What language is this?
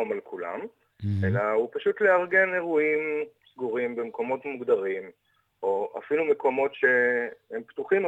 Hebrew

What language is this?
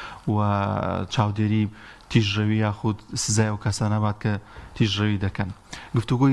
Central Kurdish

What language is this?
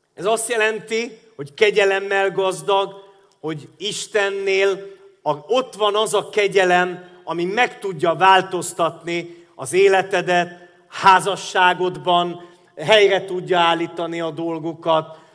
Hungarian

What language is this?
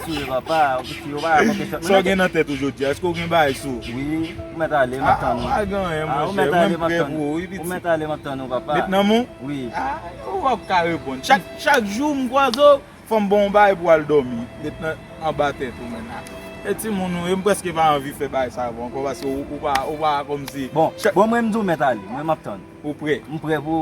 Haitian Creole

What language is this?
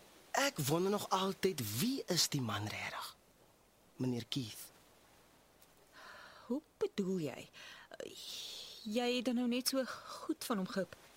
Afrikaans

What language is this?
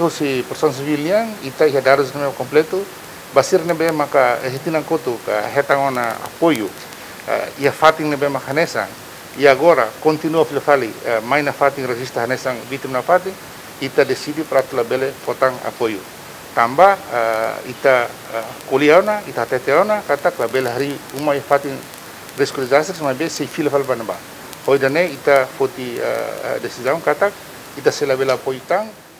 Tetum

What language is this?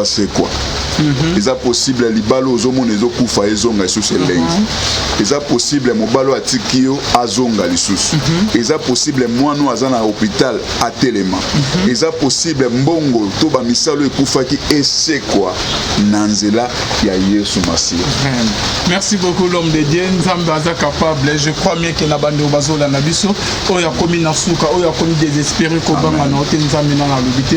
Lingala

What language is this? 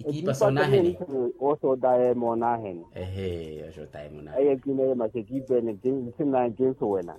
Makhuwa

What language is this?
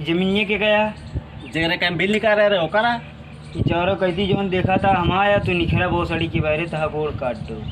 Awadhi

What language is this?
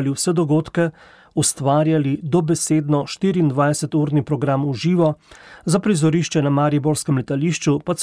Slovenian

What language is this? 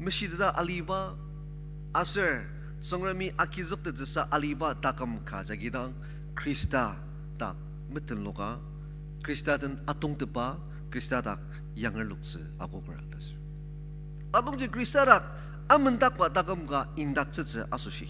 Ao Naga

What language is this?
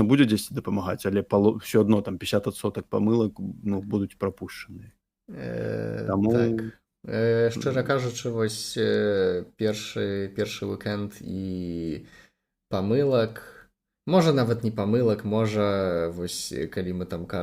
Belarusian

